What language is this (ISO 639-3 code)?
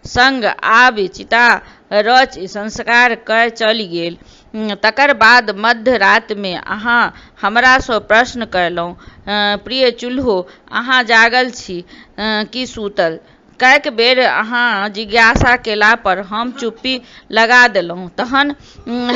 mai